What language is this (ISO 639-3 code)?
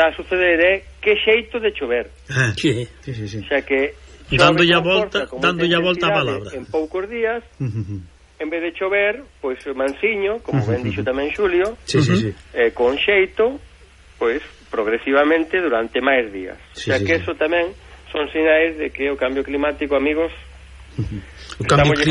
glg